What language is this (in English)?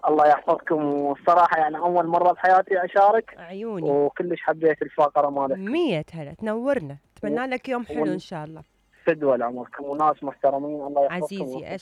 Mesopotamian Arabic